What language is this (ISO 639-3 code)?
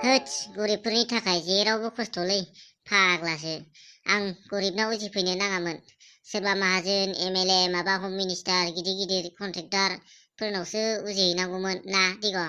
brx